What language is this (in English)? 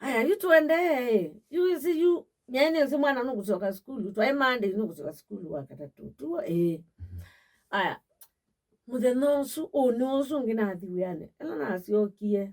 Kamba